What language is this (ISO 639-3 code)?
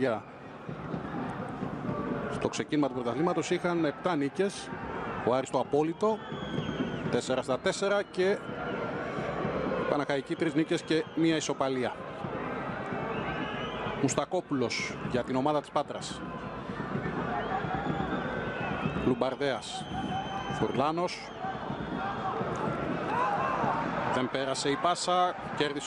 ell